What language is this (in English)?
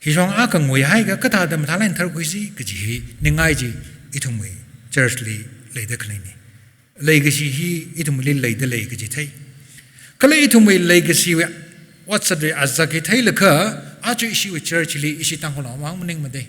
Tangkhul Naga (India)